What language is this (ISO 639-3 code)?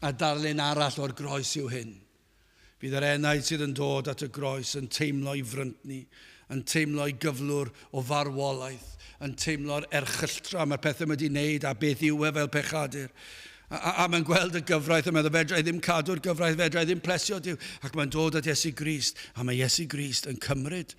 cym